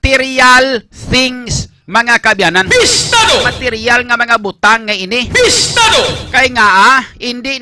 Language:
Hiligaynon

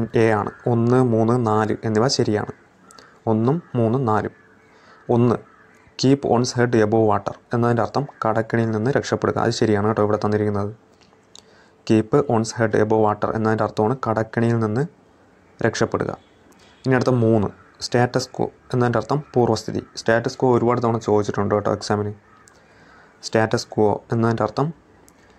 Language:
Malayalam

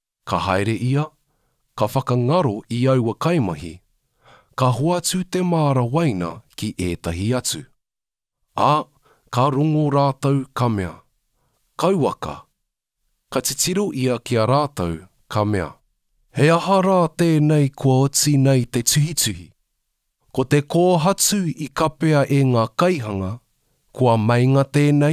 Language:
Māori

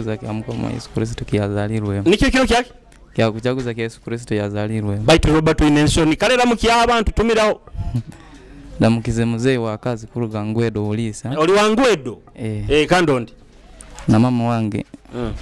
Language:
Nyoro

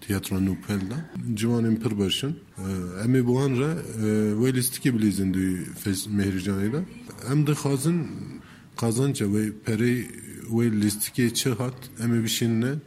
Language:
Kurdish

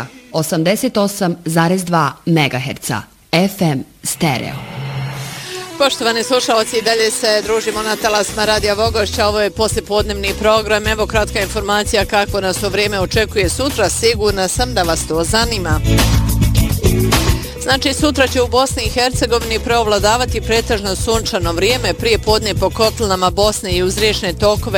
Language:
Bosnian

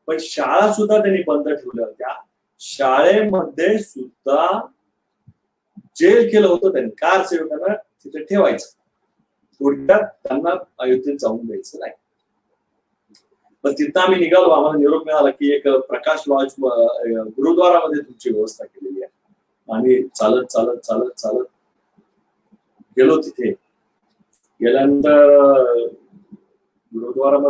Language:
Marathi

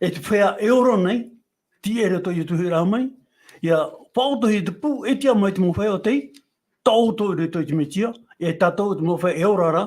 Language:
Tahitian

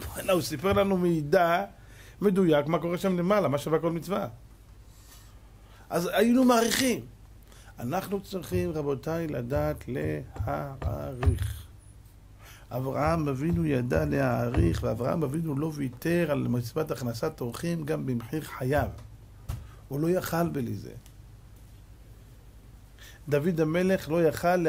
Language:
Hebrew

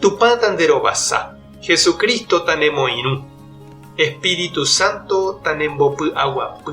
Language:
Guarani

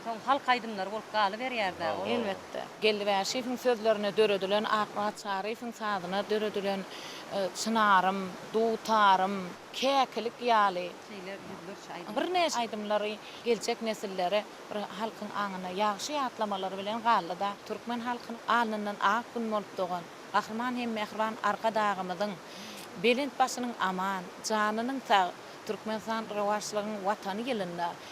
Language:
Turkmen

